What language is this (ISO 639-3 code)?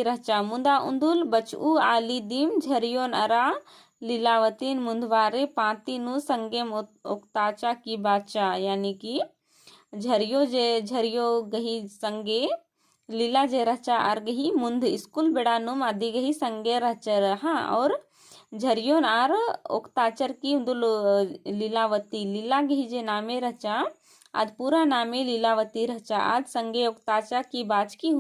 kru